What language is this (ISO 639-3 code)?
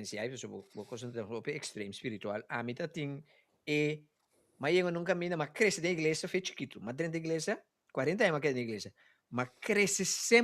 pap